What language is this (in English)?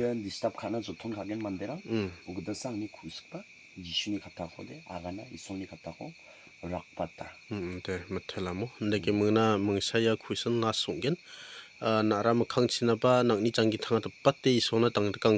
Garo